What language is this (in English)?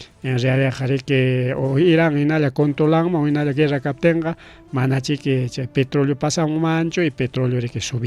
Ayacucho Quechua